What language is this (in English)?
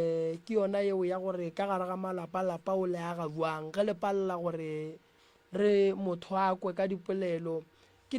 Northern Sotho